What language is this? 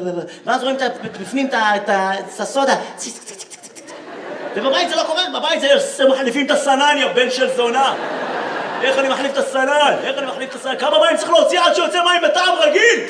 Hebrew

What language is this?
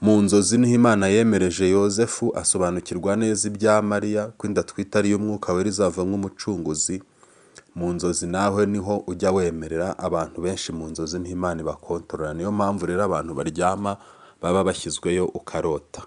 Kinyarwanda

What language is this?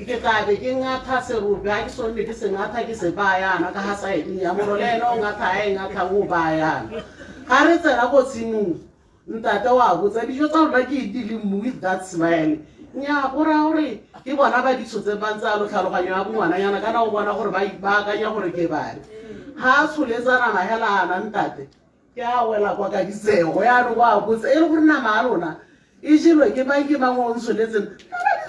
Tswana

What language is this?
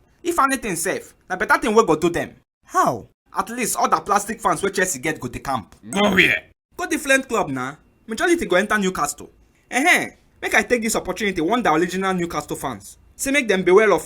Nigerian Pidgin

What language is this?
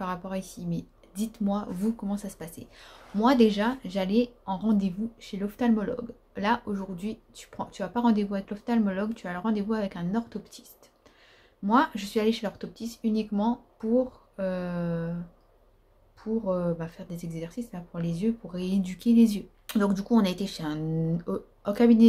French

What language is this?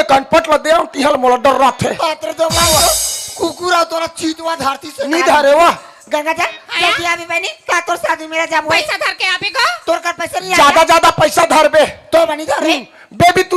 Chhattisgarhi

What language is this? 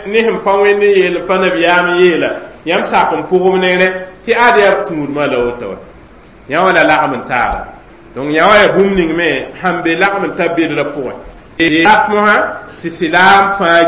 Mossi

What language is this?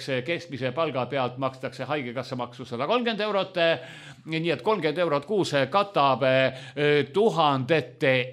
Estonian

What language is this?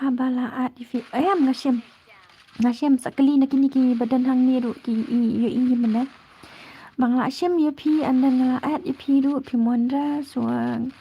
Khasi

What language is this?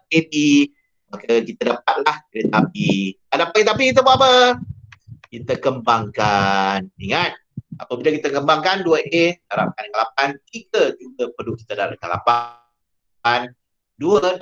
Malay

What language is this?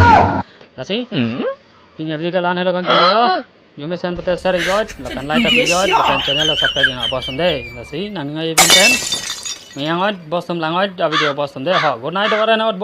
Karbi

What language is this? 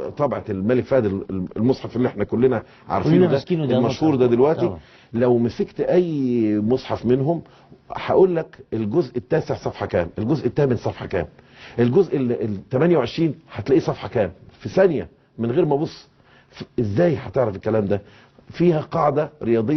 Egyptian Arabic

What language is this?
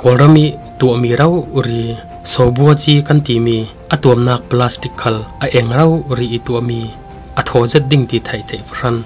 Falam Chin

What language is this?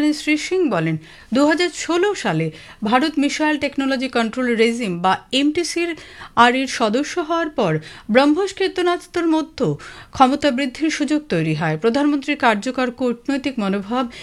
Bangla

